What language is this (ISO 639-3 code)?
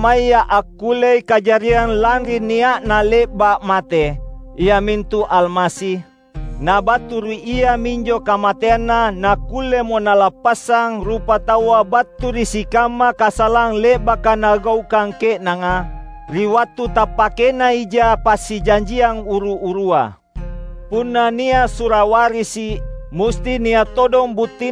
mak